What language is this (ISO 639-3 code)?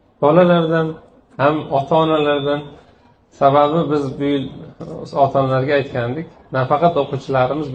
uzb